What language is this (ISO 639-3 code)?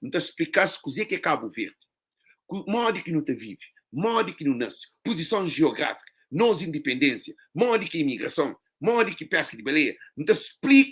kea